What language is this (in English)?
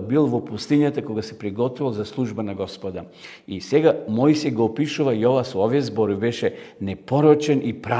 Macedonian